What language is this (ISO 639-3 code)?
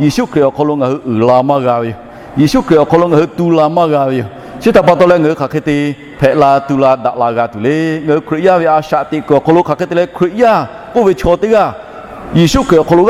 lhu